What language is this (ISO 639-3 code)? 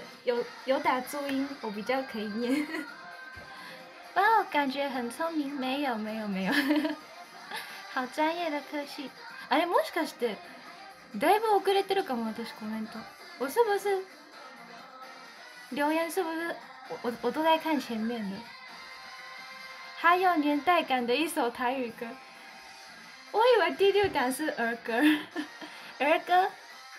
zho